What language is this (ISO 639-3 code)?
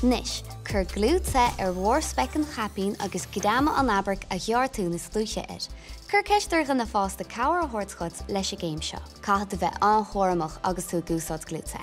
gle